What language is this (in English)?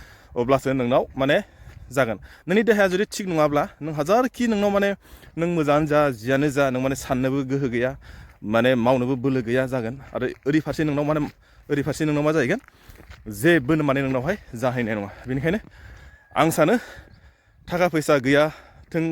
Bodo